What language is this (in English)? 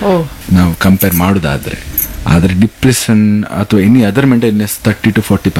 Kannada